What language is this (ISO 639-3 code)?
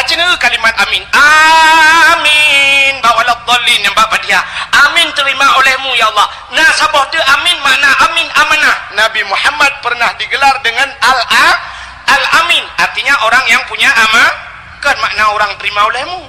ace